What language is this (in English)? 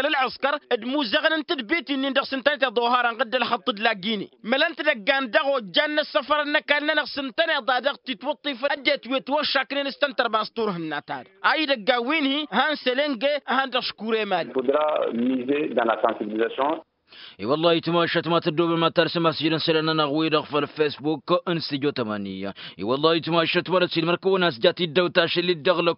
Tamasheq